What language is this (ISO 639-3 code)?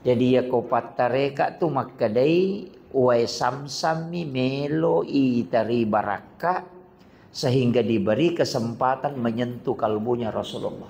bug